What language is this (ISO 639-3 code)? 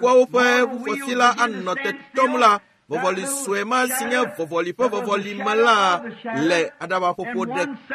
ewe